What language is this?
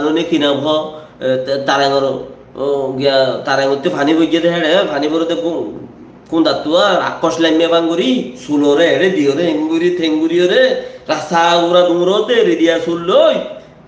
Rohingya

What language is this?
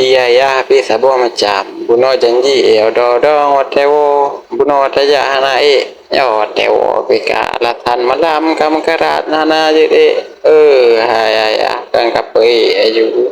Achinese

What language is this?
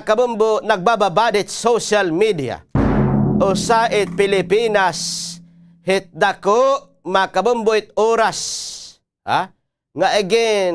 Waray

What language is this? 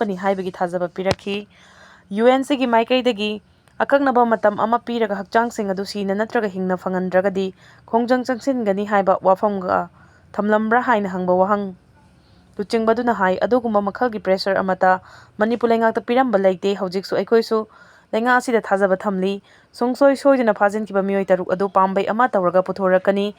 Manipuri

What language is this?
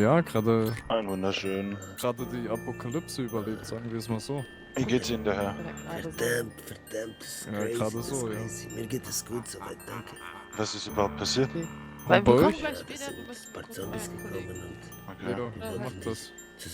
Swiss German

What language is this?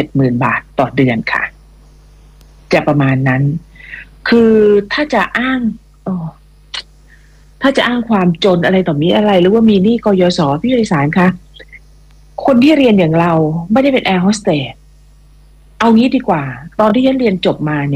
Thai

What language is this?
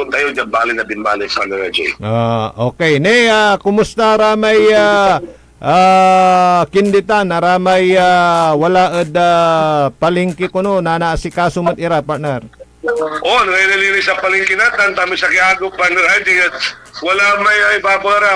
Pangasinan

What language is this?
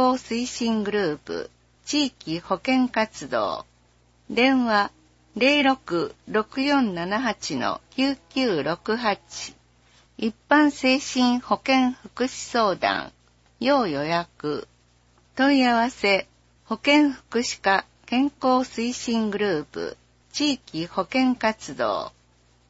Japanese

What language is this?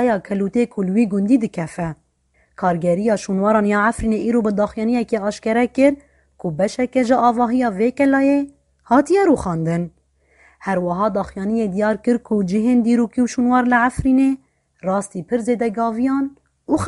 Kurdish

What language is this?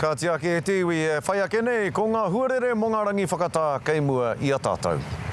Māori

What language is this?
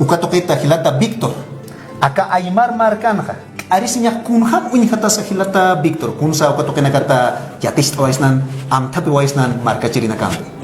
Aymara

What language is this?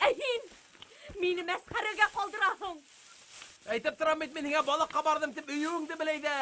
Bashkir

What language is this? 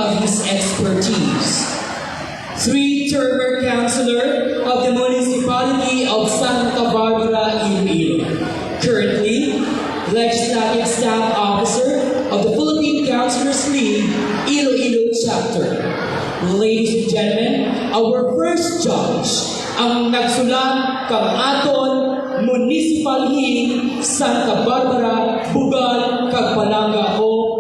Hiligaynon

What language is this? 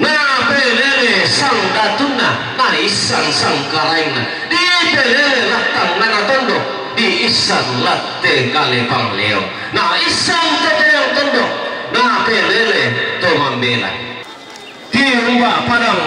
Toraja-Sa'dan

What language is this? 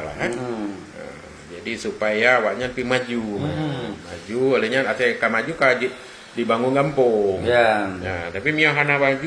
Achinese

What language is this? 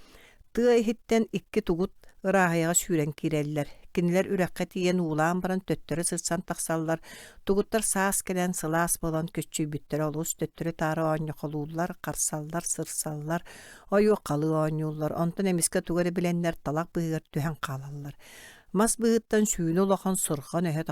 Yakut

